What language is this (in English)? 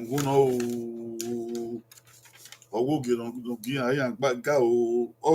Bini